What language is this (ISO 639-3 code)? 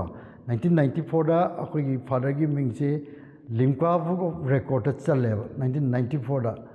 mni